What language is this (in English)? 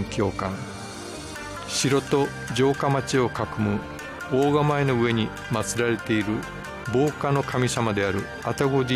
Japanese